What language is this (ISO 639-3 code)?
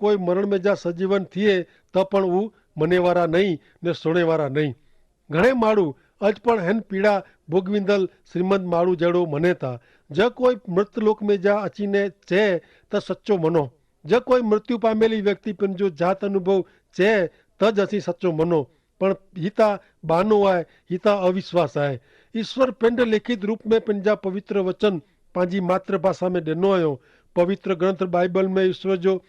kfr